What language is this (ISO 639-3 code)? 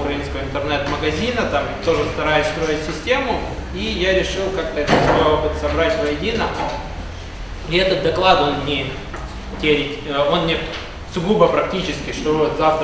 rus